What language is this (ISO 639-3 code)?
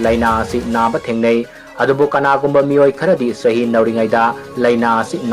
mni